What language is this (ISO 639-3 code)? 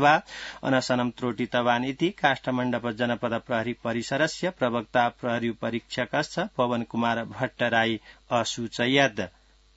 san